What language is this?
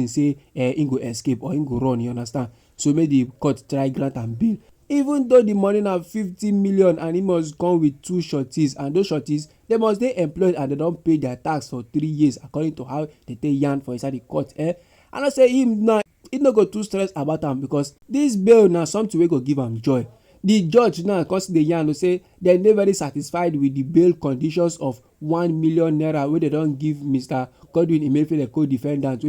Nigerian Pidgin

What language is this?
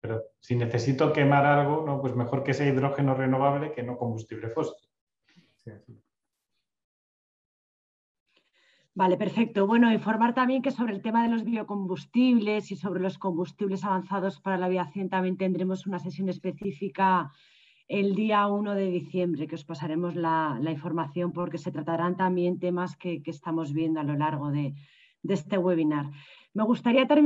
Spanish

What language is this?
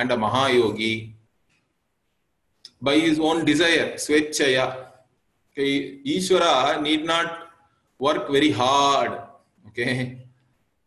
English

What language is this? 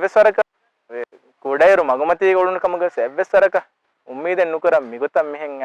Divehi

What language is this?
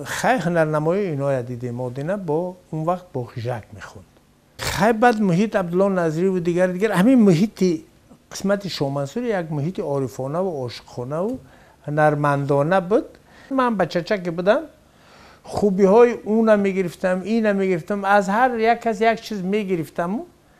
Tajik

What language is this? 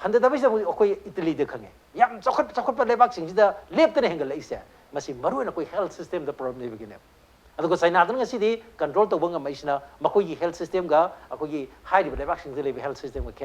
Manipuri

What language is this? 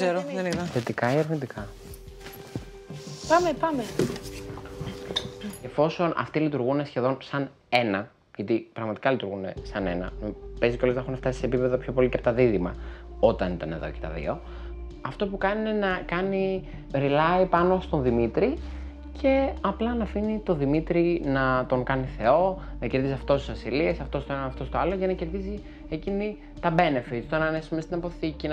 Greek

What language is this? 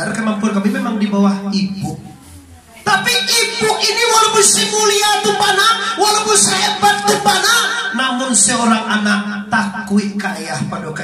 Minangkabau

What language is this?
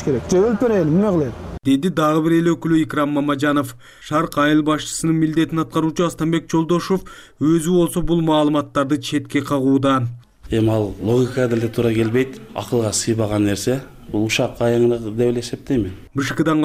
Kyrgyz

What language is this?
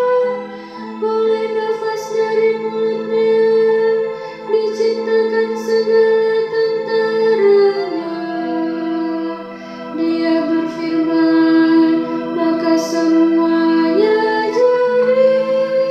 Indonesian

